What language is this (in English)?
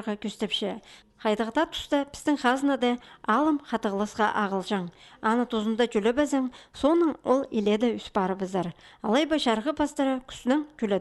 Khakas